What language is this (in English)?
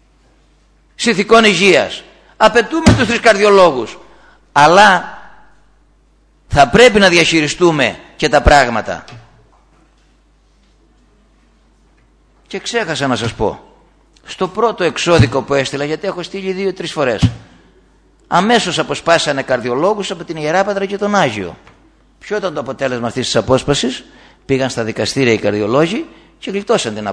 Greek